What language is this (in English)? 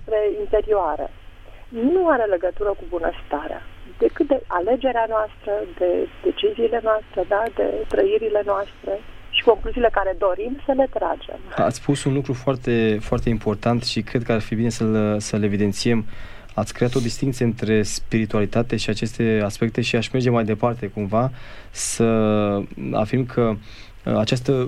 Romanian